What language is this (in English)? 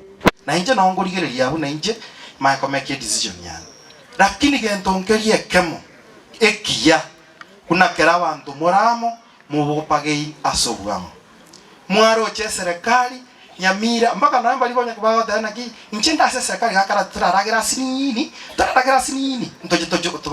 Gusii